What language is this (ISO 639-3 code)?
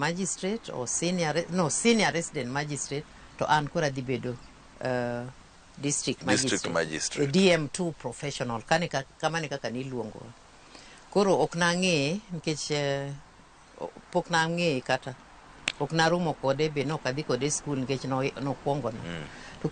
luo